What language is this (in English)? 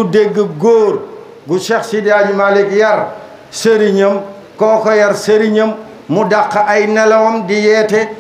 Wolof